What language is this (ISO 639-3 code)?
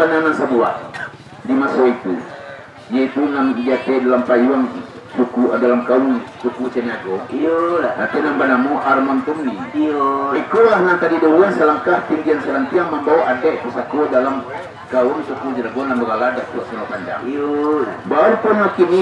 min